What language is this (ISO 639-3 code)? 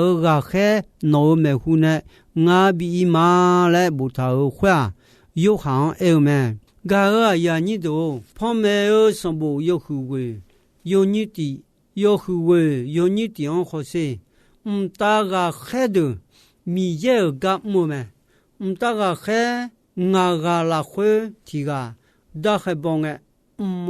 ahk